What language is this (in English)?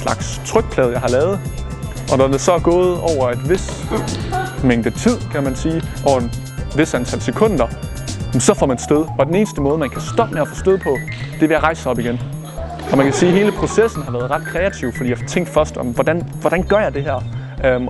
Danish